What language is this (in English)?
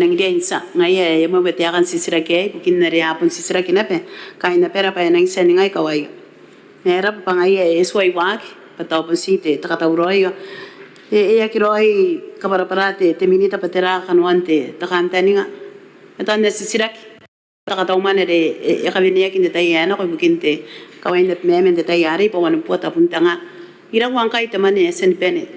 Gilbertese